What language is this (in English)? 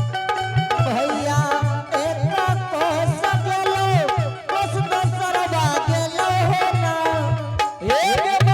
Angika